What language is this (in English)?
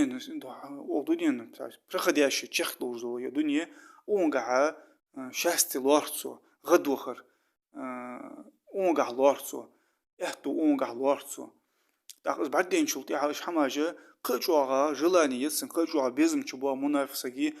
Ingush